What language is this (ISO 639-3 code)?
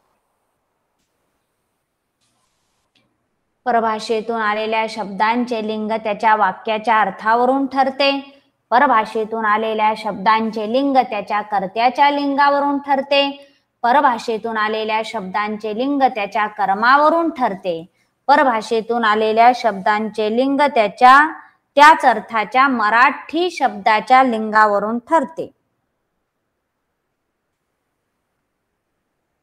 mar